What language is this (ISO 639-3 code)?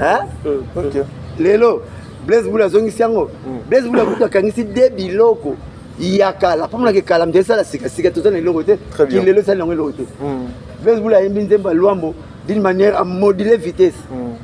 lin